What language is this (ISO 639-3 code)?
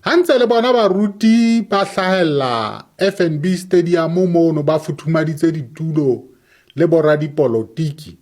sot